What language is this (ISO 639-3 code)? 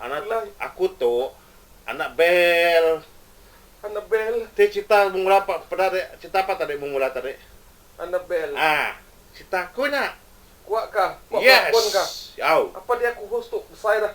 iba